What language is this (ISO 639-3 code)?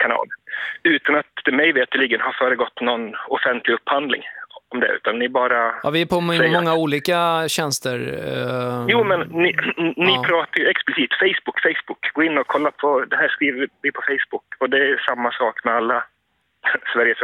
swe